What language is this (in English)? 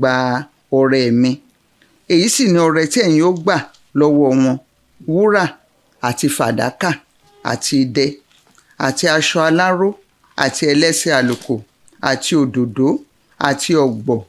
Yoruba